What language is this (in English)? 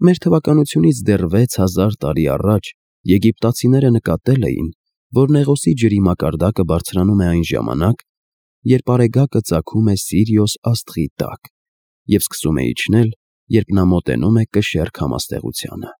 Armenian